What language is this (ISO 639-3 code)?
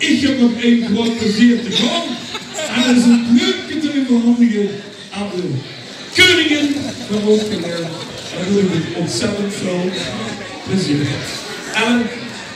lim